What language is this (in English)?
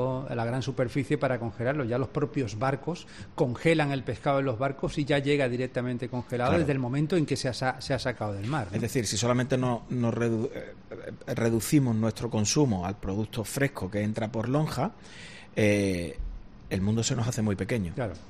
Spanish